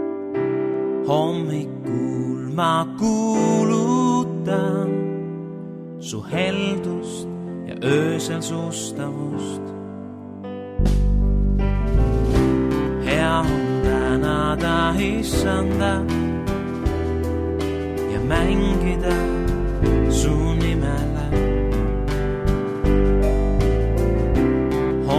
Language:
Estonian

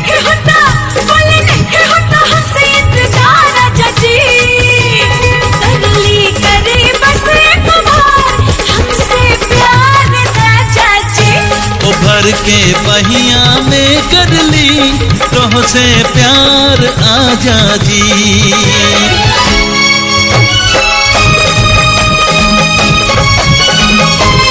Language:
Bhojpuri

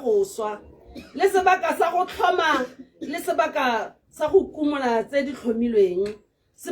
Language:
Tswana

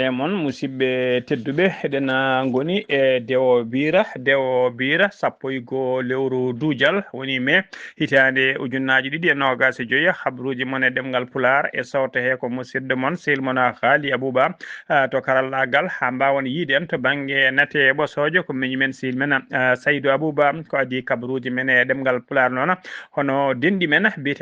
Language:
Fula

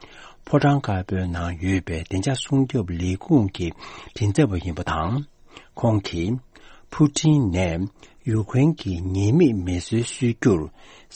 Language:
Tibetan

